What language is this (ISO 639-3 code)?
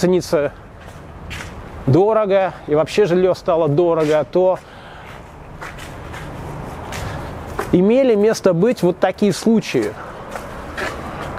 rus